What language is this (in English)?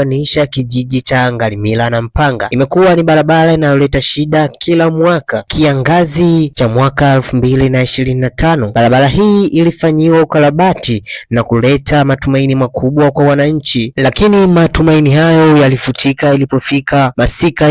Swahili